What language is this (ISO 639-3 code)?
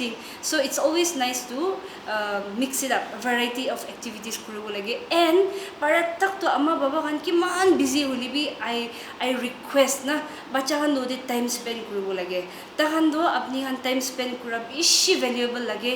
nag